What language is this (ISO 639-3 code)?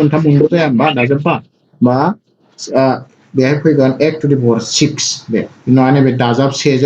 brx